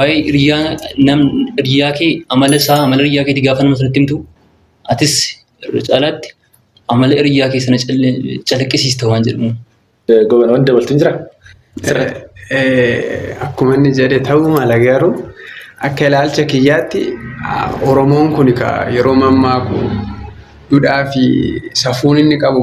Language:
Oromo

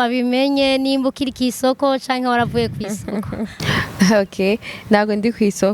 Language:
Rundi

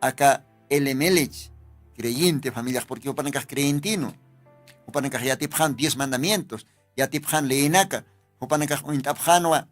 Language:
Aymara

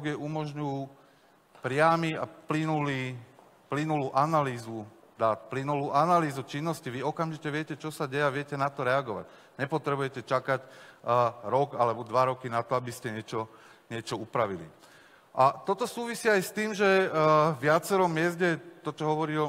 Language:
Slovak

